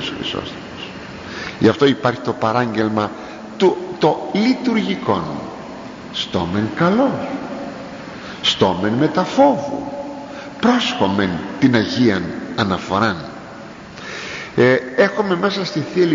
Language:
Greek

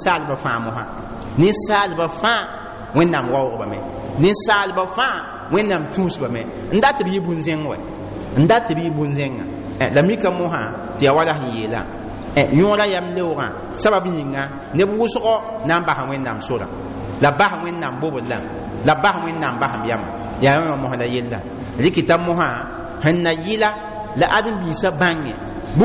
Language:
Mossi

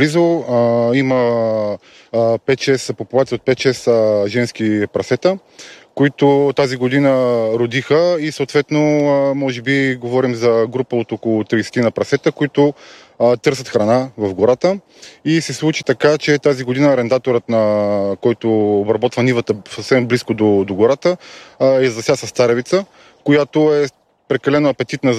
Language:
Bulgarian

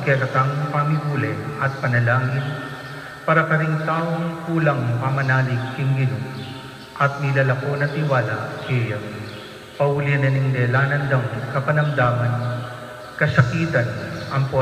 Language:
Pampanga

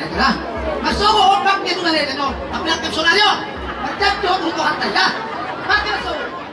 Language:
Batak Toba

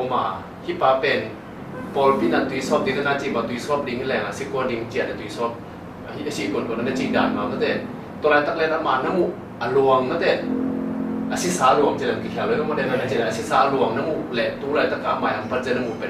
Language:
Tedim Chin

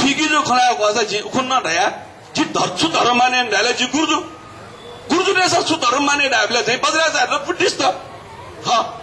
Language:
Newari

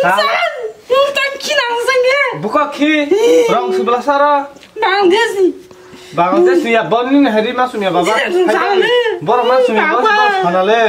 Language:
Kok Borok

